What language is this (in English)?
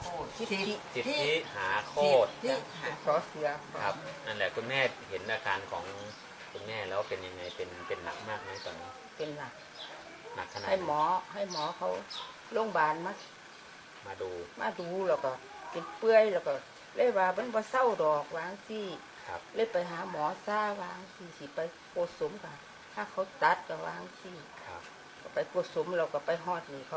Northeastern Thai